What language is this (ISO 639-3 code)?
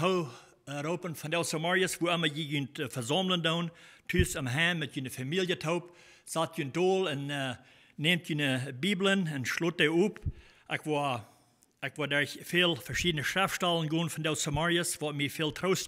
pdt